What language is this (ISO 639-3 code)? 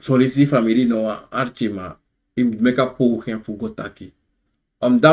srn